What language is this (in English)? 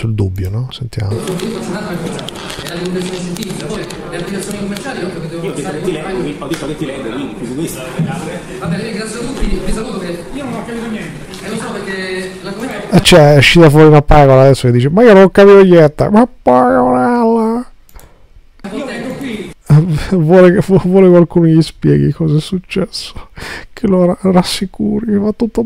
Italian